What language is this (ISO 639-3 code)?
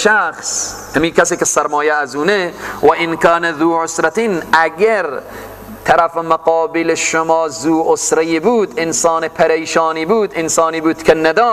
fas